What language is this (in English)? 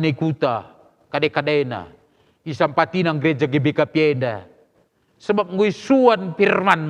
Batak Karo